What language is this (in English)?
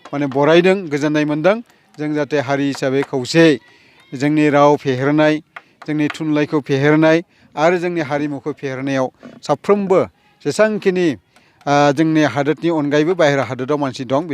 Bodo